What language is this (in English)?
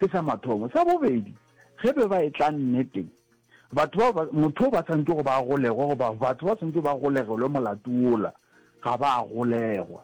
Northern Sotho